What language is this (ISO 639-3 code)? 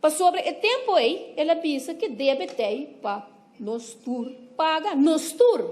pap